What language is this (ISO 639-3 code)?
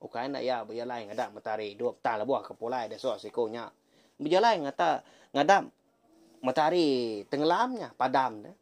iba